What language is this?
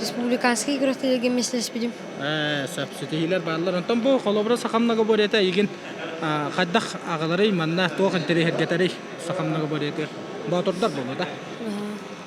Yakut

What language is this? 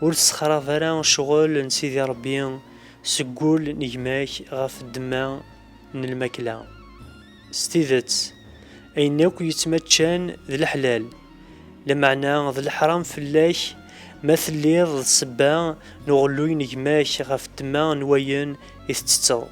Kabyle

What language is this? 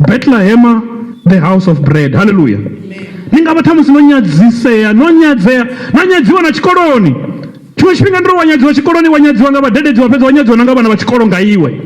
Venda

